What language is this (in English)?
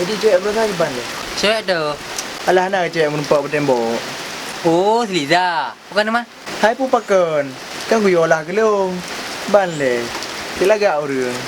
Achinese